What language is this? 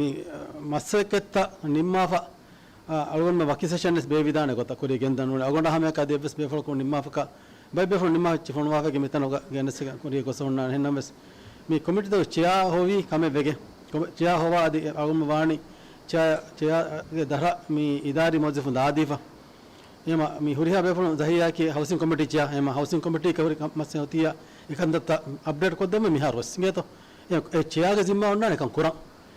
Divehi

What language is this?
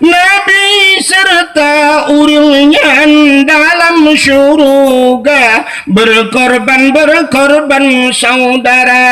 Achinese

